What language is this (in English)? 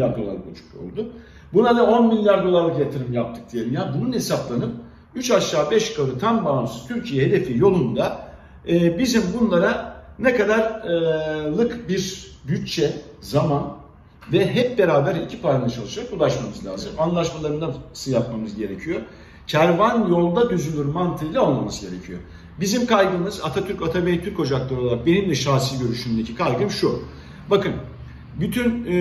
Turkish